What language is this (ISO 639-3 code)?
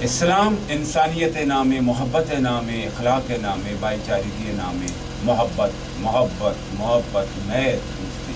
bal